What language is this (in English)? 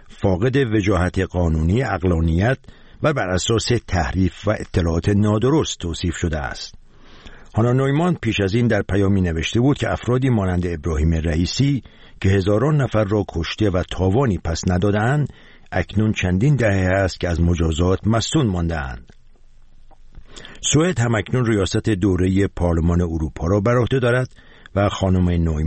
Persian